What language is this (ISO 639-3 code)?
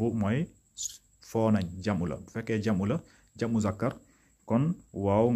wol